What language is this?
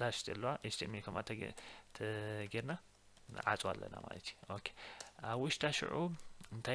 Tigrinya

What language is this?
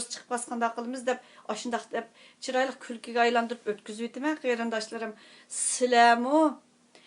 Uyghur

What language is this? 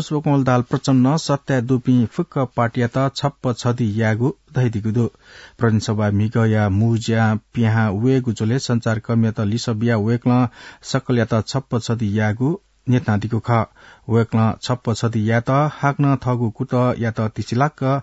Newari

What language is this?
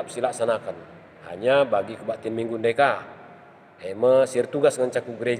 Batak Karo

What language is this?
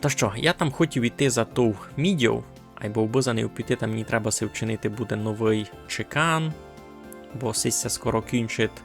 Rusyn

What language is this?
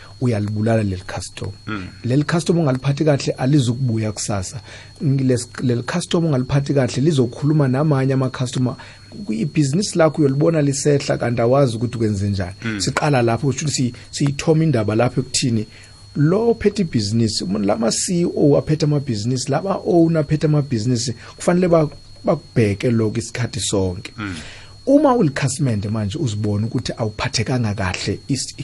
South Ndebele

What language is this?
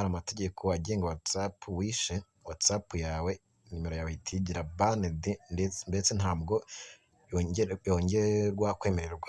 Kinyarwanda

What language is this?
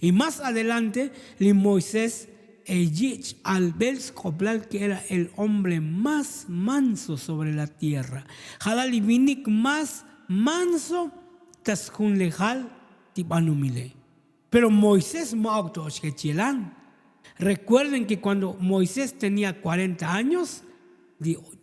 Tzotzil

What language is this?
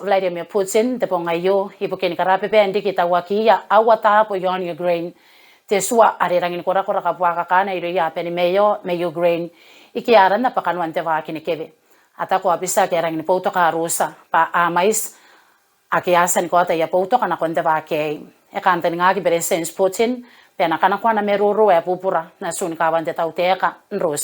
Gilbertese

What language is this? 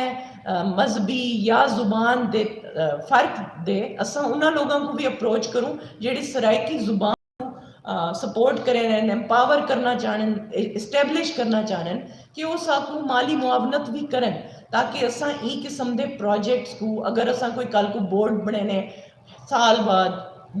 Saraiki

